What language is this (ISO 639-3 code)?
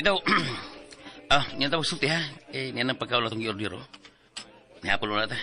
ceb